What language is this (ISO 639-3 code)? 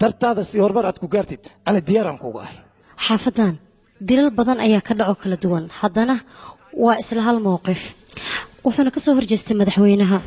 som